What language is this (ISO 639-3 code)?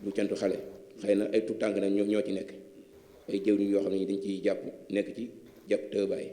wol